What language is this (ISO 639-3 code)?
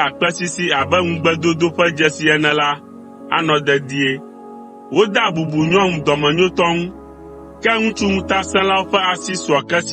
ewe